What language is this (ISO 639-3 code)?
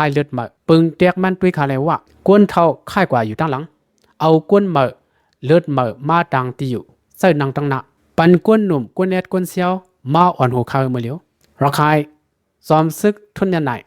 shn